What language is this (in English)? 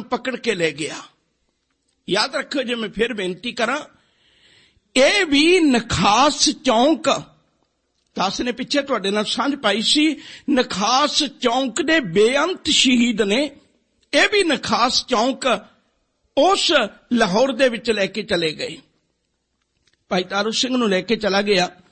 Punjabi